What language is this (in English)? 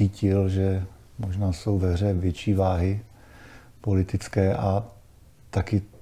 Czech